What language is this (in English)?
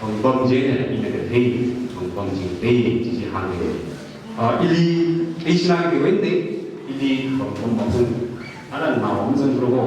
Tangkhul Naga (India)